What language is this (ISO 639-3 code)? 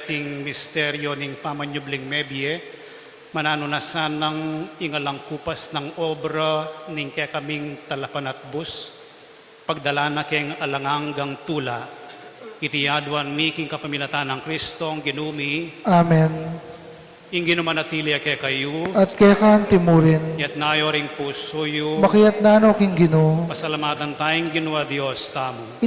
pam